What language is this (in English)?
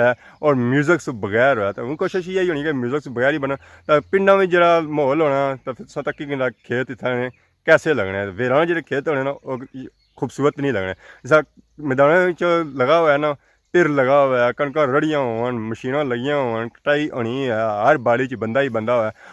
Pahari-Potwari